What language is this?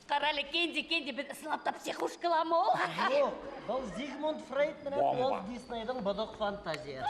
Bashkir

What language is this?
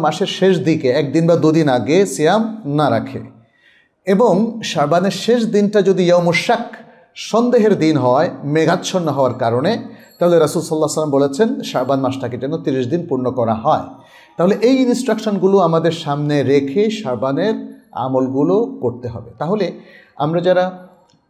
Bangla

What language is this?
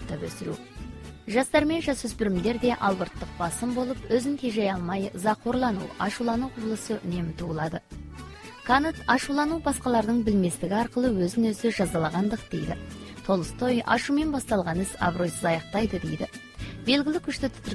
Kazakh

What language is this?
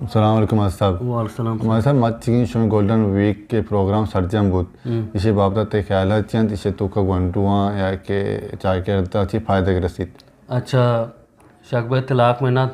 Eastern Balochi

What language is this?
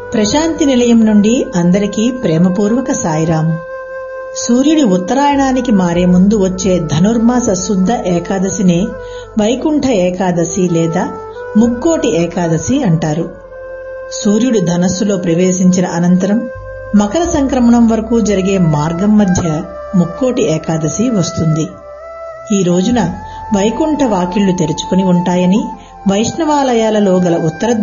Telugu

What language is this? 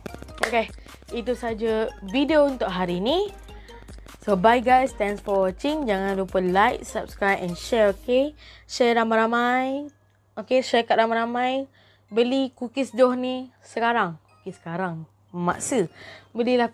Malay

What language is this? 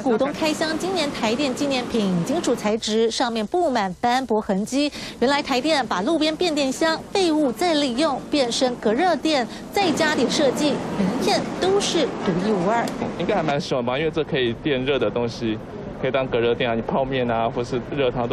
Chinese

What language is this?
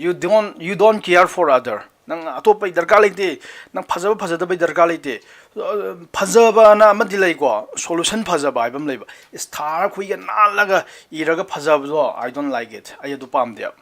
Manipuri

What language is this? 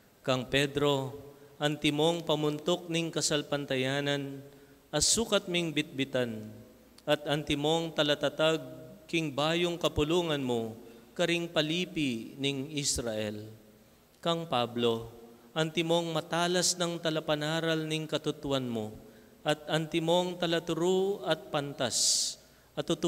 Pampanga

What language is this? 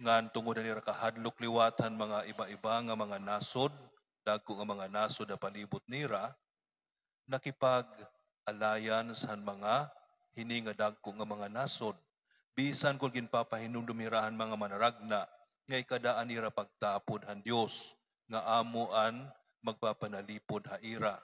Waray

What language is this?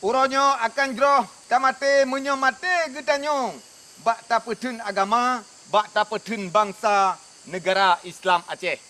Achinese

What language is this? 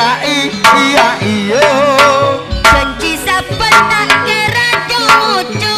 Madurese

